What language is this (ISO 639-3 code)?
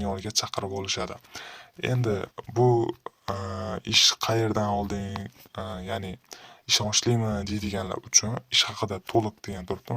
uzb